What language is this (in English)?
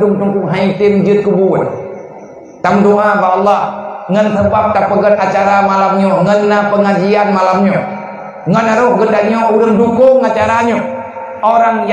Achinese